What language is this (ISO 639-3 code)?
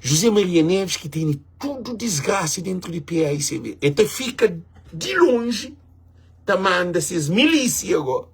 kea